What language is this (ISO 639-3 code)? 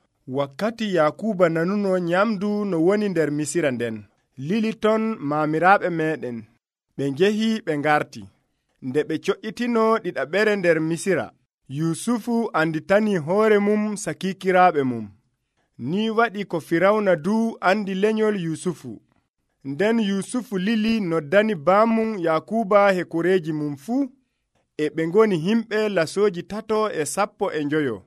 fuv